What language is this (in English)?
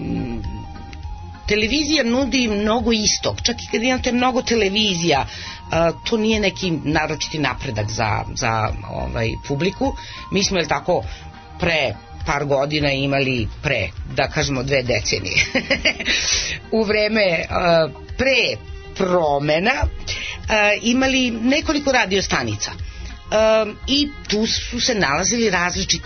Serbian